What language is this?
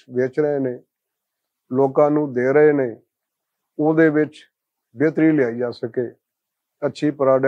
Western Panjabi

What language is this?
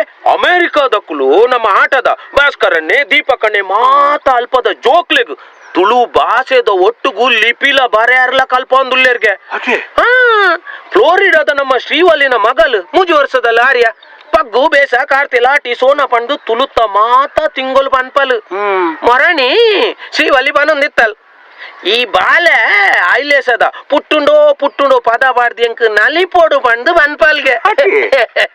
Tulu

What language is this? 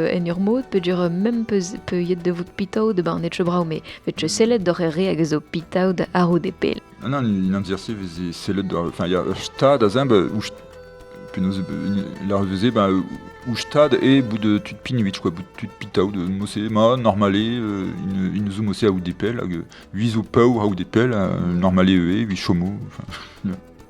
Breton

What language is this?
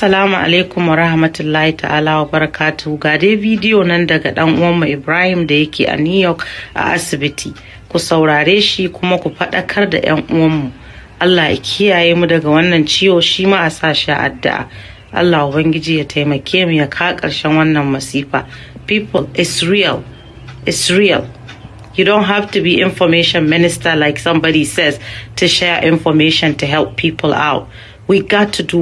Hausa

